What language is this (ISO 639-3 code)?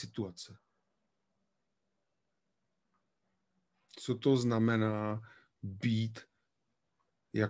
ces